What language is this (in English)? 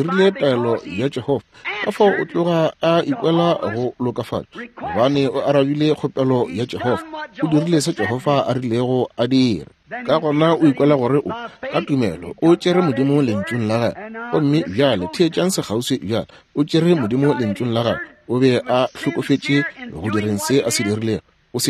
Northern Sotho